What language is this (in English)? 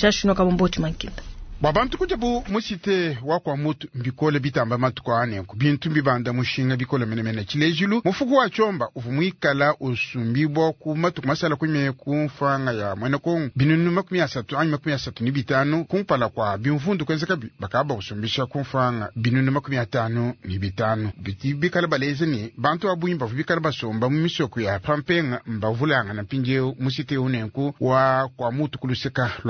Luba-Lulua